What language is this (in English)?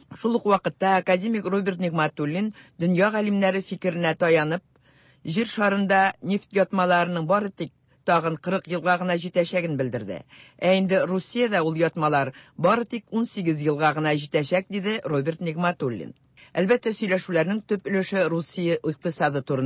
Tatar